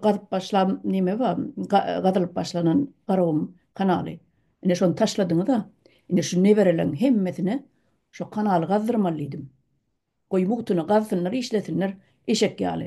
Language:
Turkmen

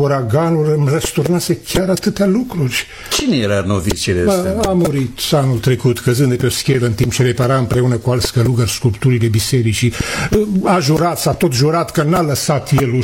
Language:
Romanian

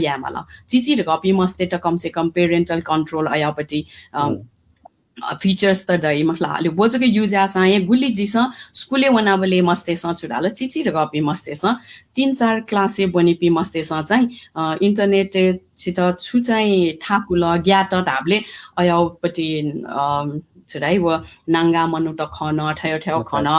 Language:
Newari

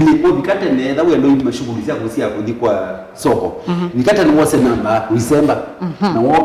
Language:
Kamba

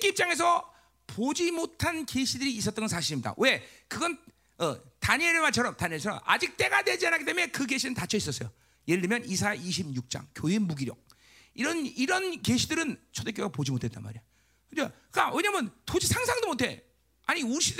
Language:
Korean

